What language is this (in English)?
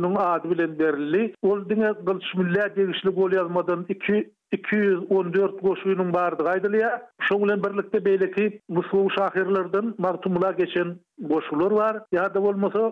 Turkmen